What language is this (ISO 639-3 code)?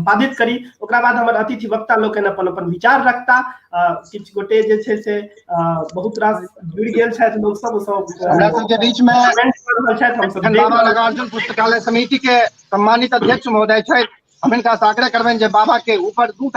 mai